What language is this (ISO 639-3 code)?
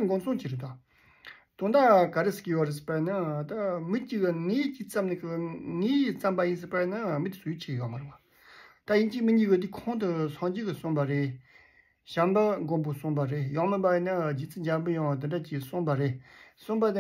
bod